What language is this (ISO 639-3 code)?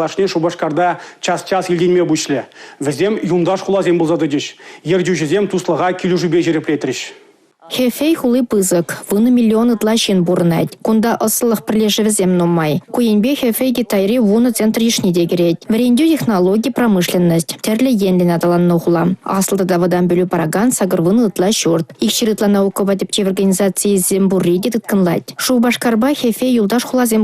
chv